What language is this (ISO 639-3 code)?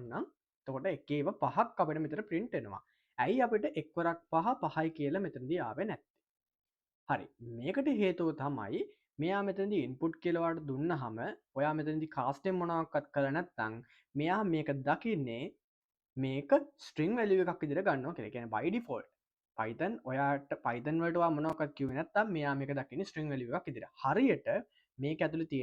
sin